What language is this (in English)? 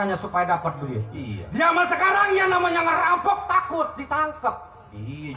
Betawi